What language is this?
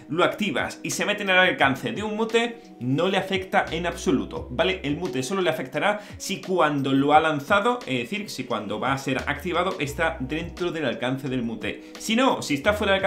Spanish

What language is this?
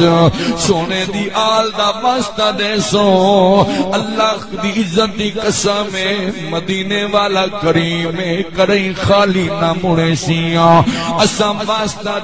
Saraiki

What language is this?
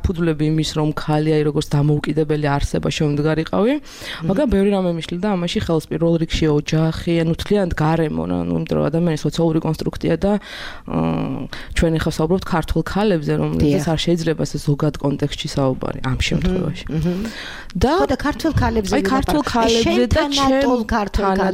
Georgian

